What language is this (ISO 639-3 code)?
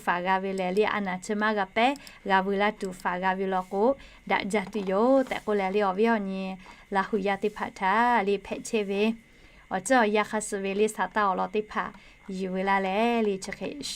lhu